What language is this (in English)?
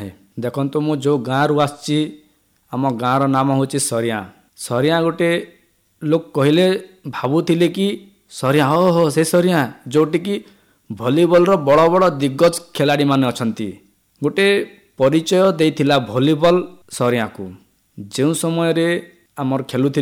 Odia